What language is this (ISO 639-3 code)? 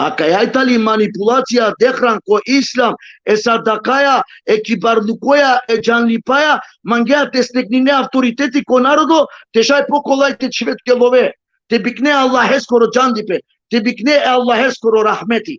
rmn